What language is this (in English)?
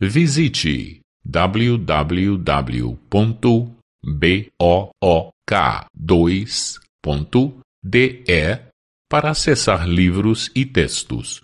Uzbek